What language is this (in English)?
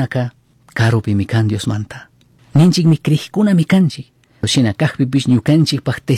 Chimborazo Highland Quichua